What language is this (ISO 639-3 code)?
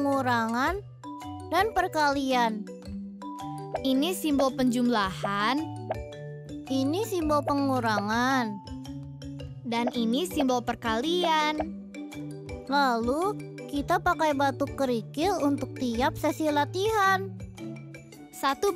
ind